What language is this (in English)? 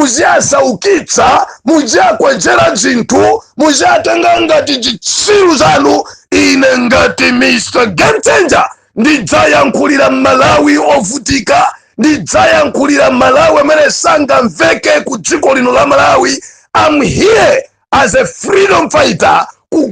Nyanja